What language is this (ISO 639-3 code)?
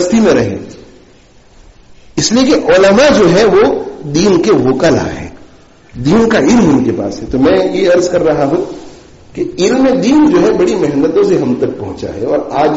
urd